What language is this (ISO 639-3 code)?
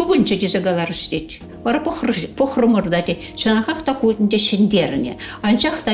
chv